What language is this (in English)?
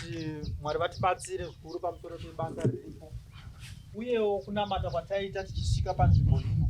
Shona